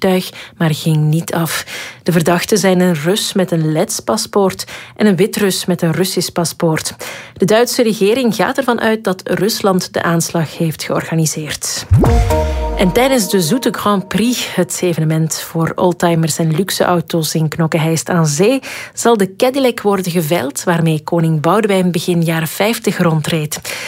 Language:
Dutch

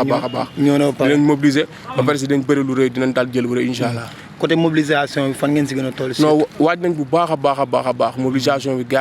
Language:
Wolof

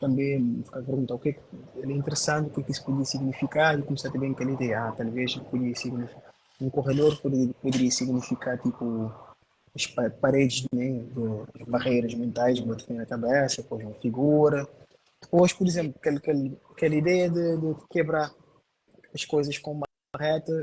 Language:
Kabuverdianu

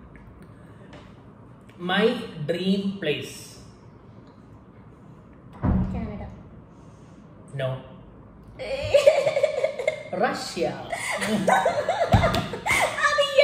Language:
Malayalam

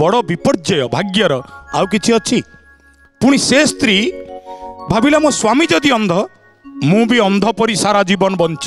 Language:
Odia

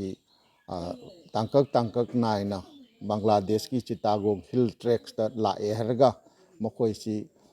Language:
Manipuri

